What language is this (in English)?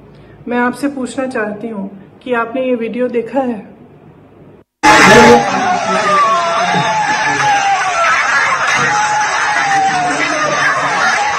Odia